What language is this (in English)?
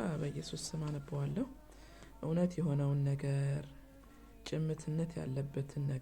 Amharic